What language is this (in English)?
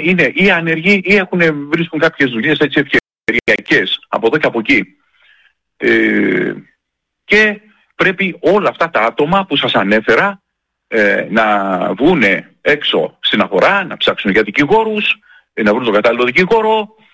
Greek